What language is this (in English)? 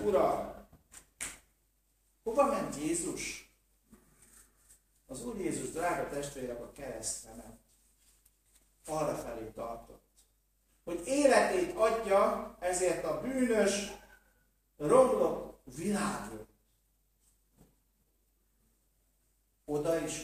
Hungarian